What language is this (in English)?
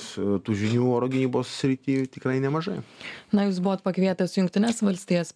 Lithuanian